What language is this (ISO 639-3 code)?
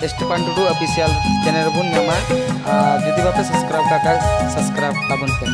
sat